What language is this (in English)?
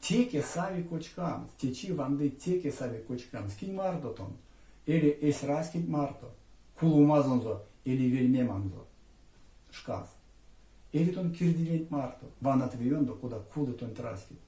Erzya